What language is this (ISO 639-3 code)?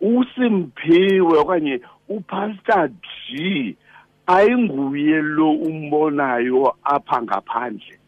xho